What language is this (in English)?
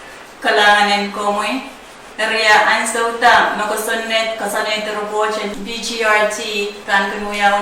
Pohnpeian